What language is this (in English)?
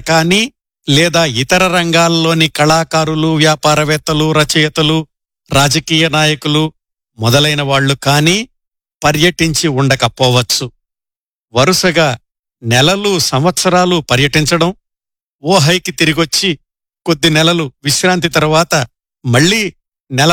Telugu